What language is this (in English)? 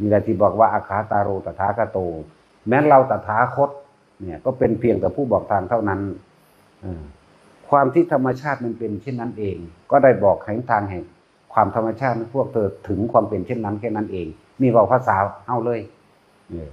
Northeastern Thai